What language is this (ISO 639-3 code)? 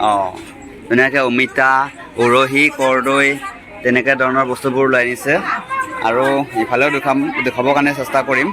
asm